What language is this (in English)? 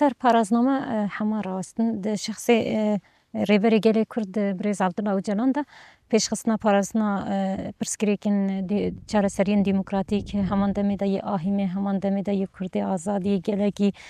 Kurdish